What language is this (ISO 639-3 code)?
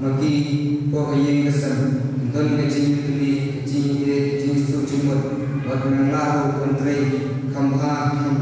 kha